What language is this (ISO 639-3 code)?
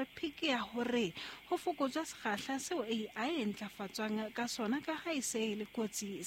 sot